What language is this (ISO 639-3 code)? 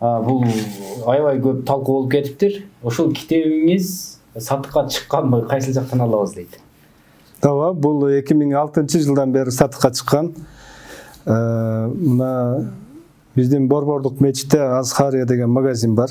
kir